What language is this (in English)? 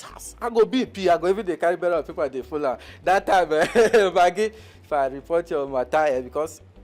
Nigerian Pidgin